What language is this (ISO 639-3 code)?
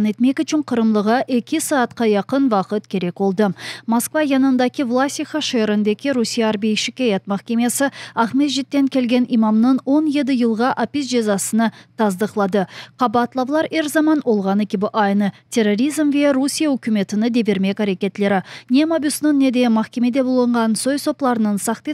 crh